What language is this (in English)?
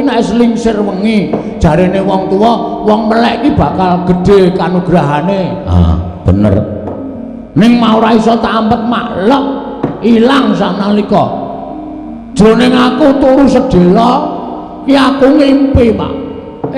Javanese